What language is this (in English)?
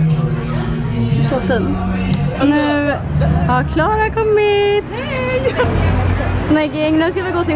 Swedish